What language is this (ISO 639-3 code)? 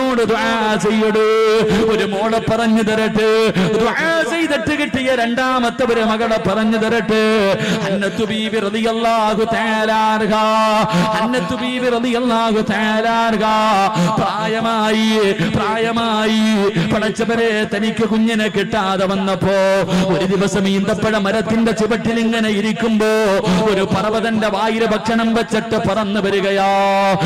mal